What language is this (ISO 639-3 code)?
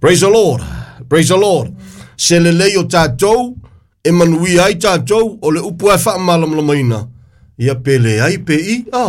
smo